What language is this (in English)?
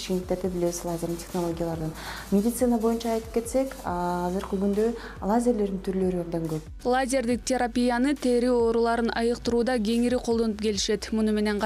Kyrgyz